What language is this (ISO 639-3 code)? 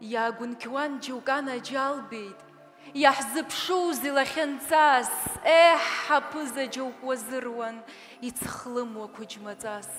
abk